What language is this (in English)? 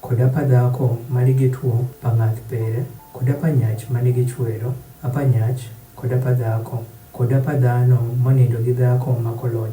Adhola